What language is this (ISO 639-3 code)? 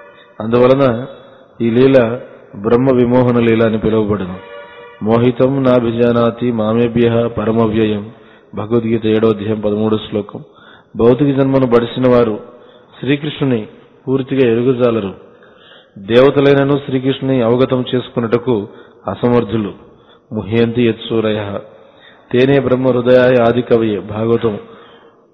tel